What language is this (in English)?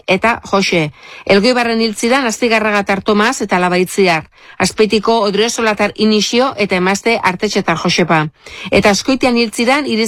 Basque